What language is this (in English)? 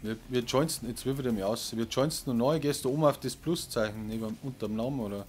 Bavarian